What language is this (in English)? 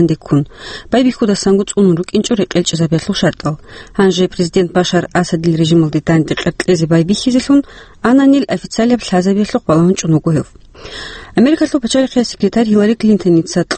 Avaric